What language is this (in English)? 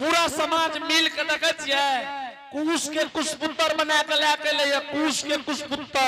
Angika